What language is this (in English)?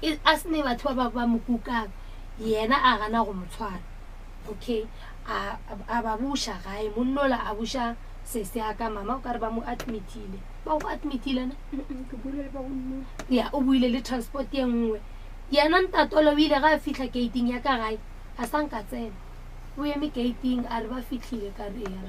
Northern Sotho